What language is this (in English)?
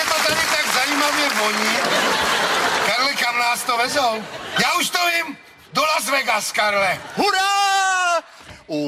Czech